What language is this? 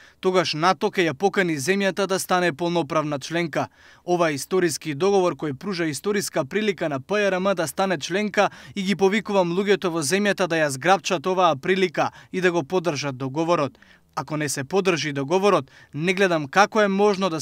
Macedonian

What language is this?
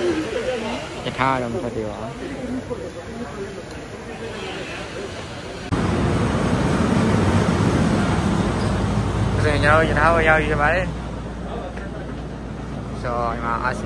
Burmese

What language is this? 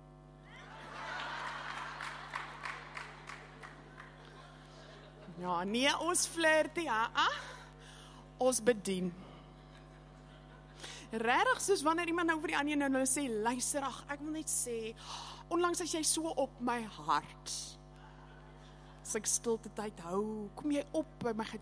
Afrikaans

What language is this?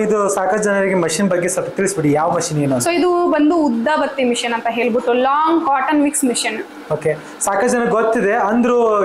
Kannada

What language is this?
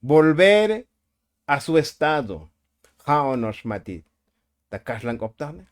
Tzotzil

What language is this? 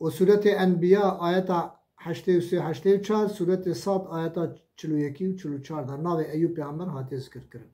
Kurdish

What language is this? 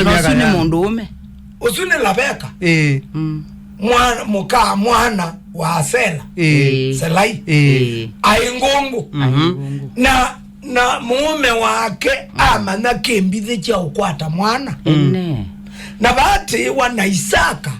Kamba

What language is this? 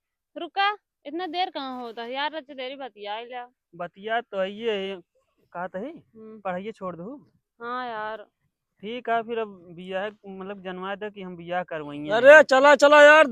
Awadhi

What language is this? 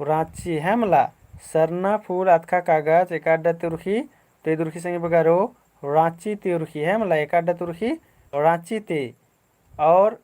Kurukh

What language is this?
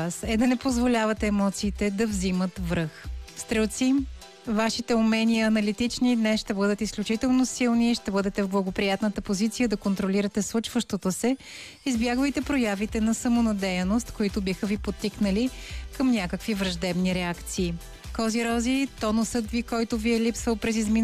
Bulgarian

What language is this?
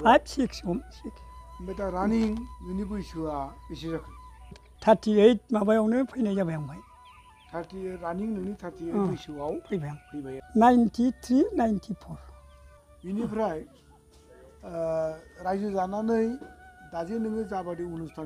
Bodo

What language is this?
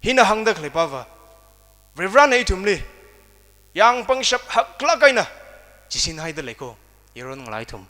Tangkhul Naga (India)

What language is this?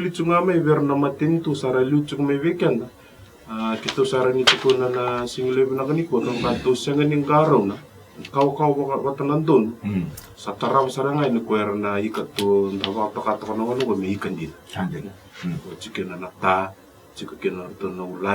Fijian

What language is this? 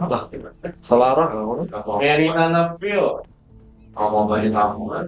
Banjar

